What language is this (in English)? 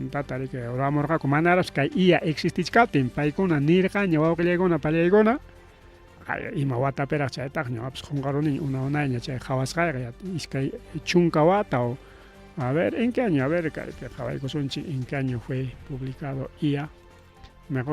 Ayacucho Quechua